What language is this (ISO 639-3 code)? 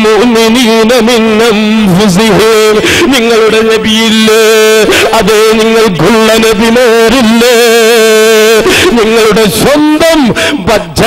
mal